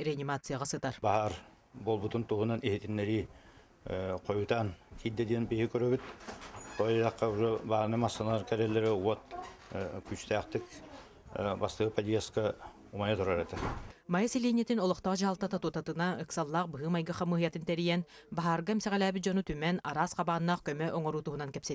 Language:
Yakut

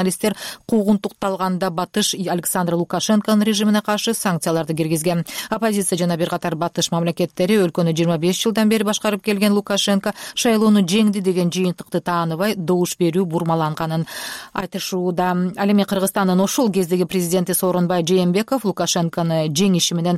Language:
Kyrgyz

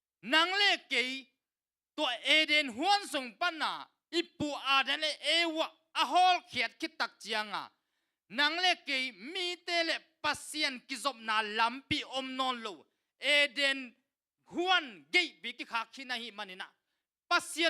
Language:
Tedim Chin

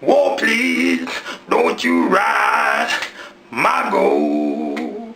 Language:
Jamaican Creole English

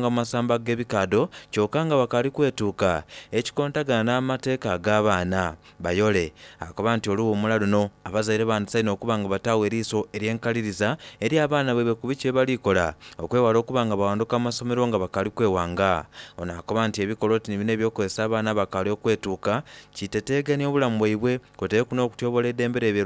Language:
Soga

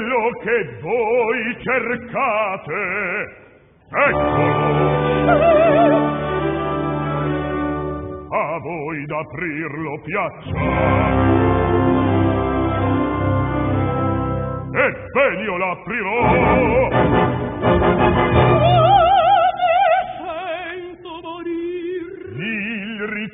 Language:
Italian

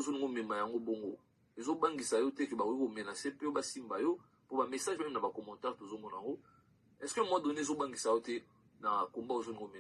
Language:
Lingala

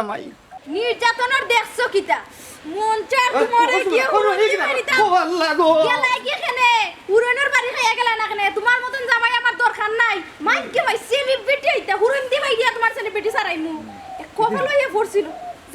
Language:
Sylheti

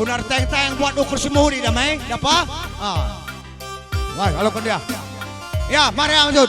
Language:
Batak Karo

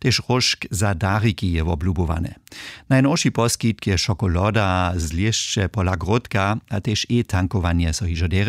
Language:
Upper Sorbian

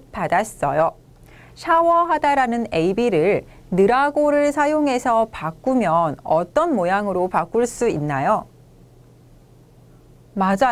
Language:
Korean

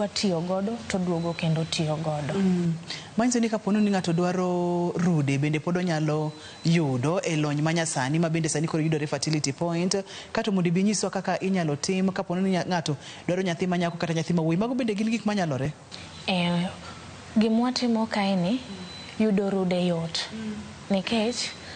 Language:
Luo (Kenya and Tanzania)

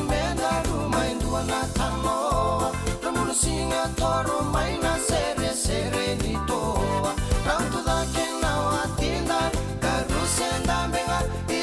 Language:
Fijian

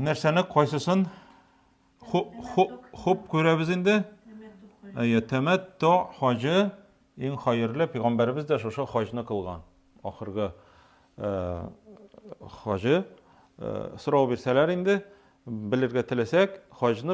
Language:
Tatar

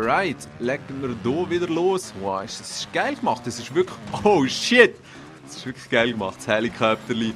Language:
Swiss German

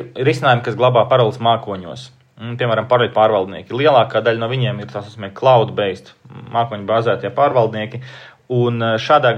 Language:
Latvian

